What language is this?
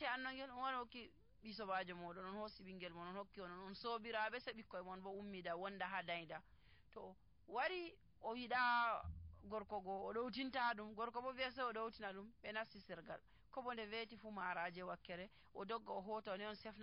Nigerian Fulfulde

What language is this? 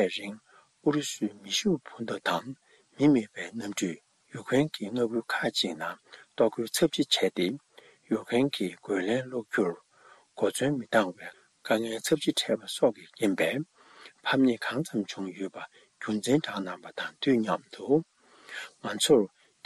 Tibetan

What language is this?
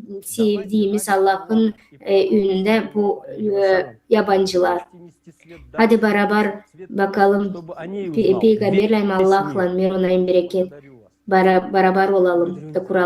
Gagauz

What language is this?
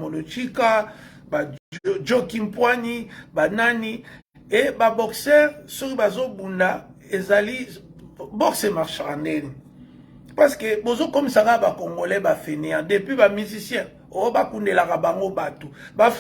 Lingala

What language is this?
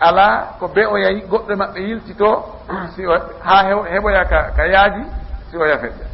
Fula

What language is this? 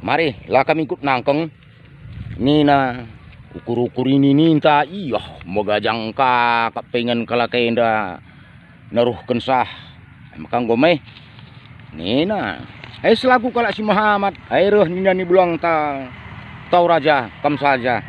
Batak Karo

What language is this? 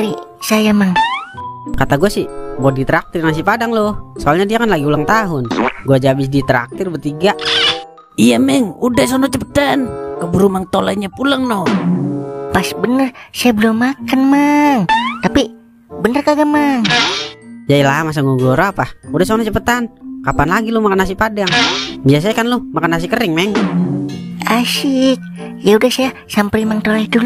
Betawi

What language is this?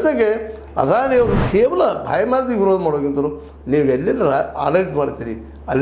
Kannada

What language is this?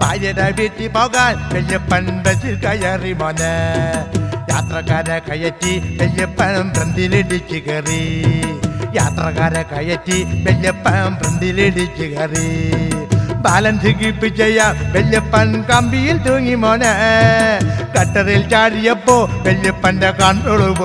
Malayalam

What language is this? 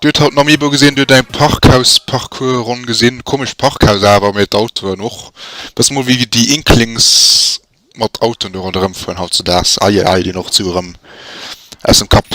Luxembourgish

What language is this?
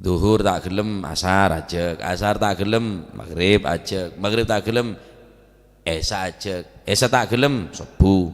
Madurese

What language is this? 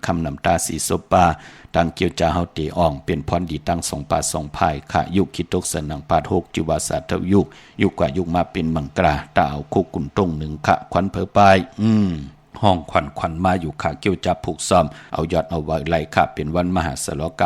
Shan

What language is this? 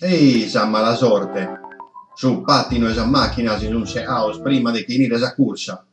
Sardinian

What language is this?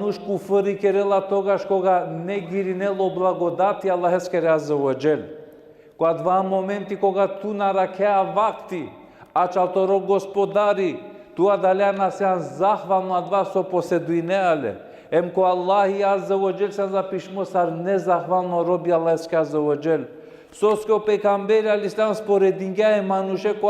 Balkan Romani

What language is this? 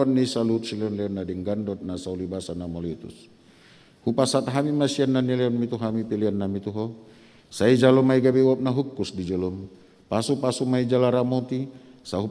Batak Toba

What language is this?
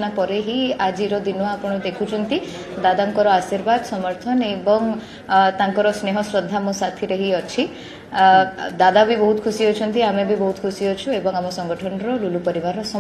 Odia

